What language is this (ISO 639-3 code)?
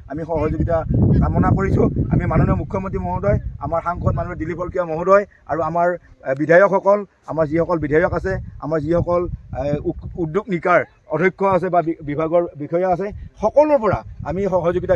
asm